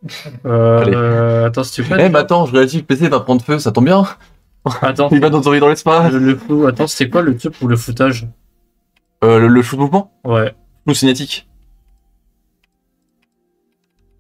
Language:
French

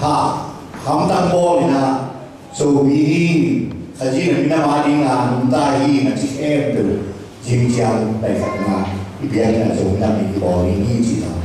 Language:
Tedim Chin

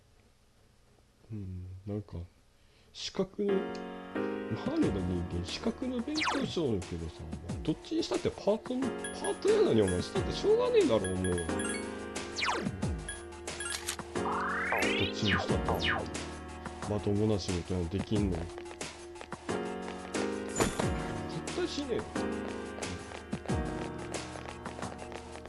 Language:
Japanese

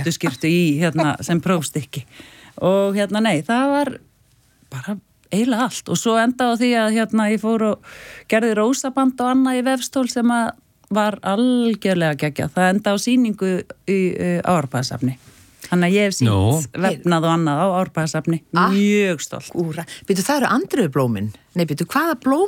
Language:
Icelandic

